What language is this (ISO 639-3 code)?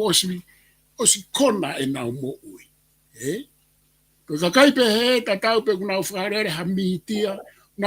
ton